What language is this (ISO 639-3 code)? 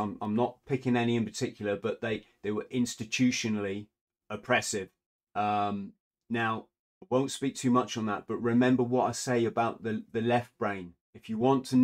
eng